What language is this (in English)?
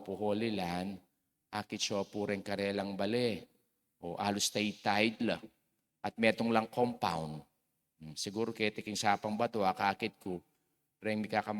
Pampanga